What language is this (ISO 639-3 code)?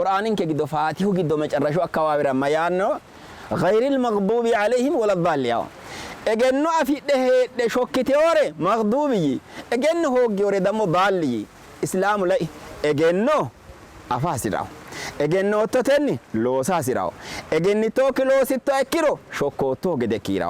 sid